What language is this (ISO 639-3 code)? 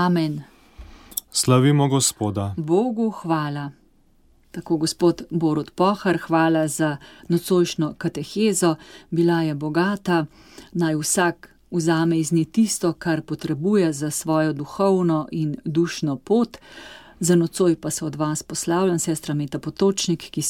slv